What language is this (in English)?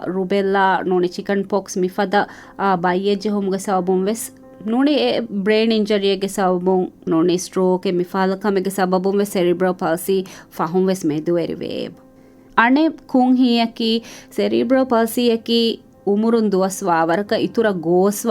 Divehi